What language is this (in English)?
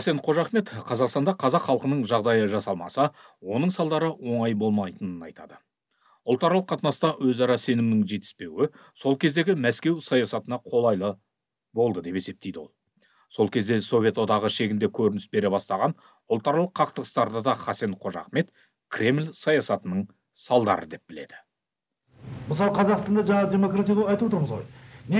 Kazakh